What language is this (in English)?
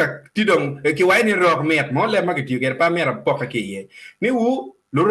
Acoli